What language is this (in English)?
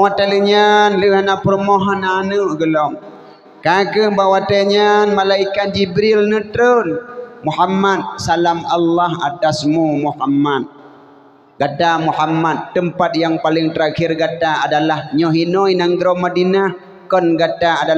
Achinese